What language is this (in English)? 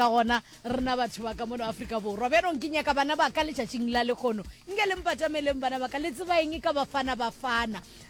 Northern Sotho